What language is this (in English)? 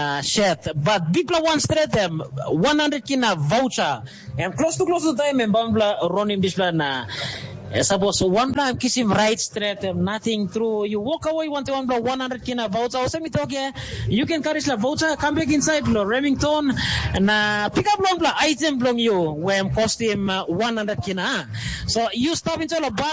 Tok Pisin